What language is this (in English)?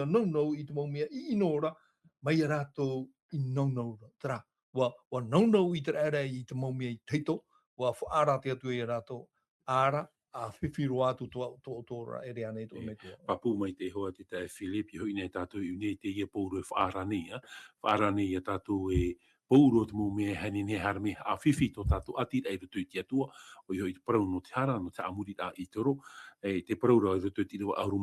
Tahitian